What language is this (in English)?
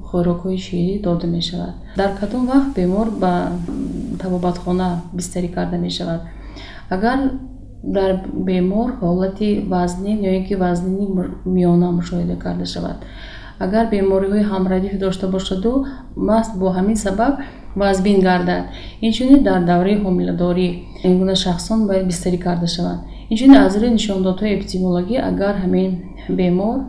Tajik